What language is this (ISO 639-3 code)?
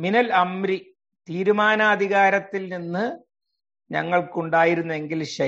mal